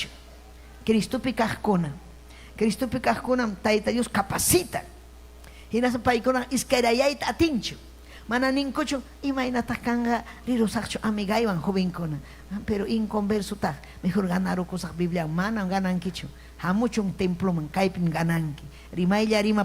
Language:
Ayacucho Quechua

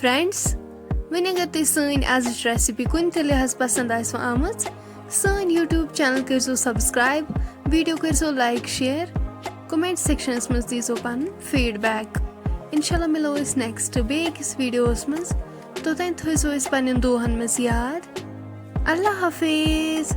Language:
Kashmiri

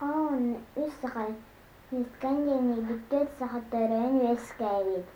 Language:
Yakut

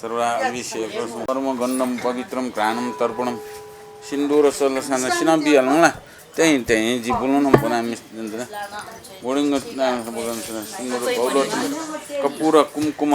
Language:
Newari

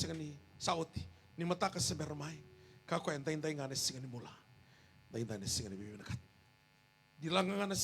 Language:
Fijian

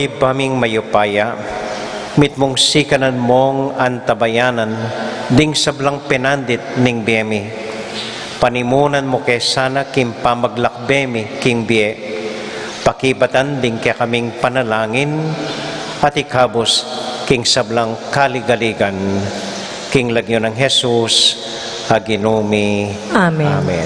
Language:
Pampanga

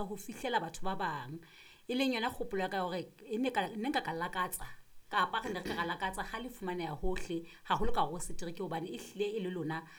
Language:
Southern Sotho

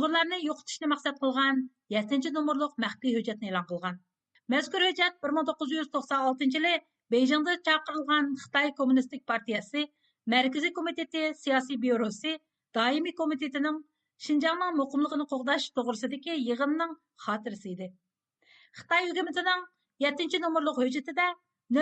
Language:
Uyghur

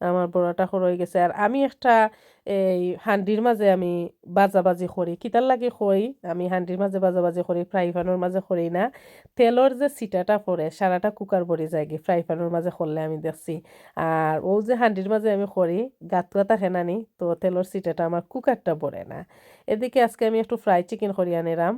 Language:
Sylheti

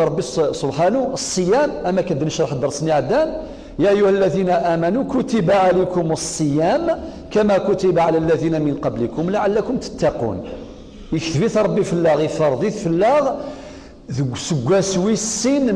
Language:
Kabyle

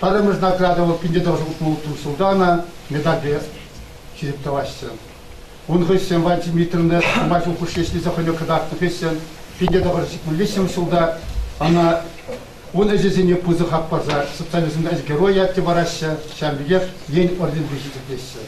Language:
Chuvash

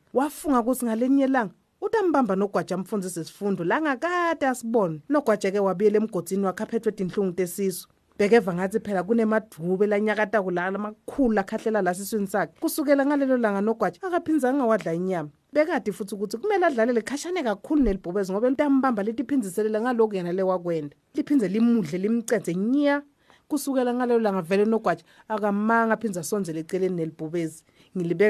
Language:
Swati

